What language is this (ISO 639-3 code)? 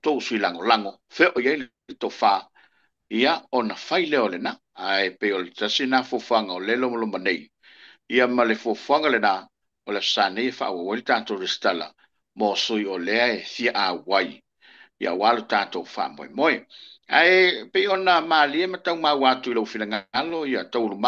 smo